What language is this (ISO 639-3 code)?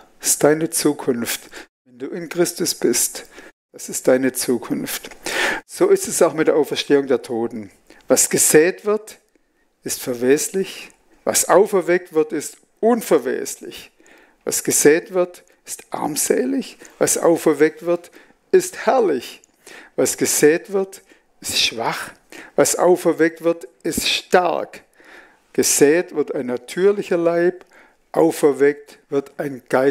gsw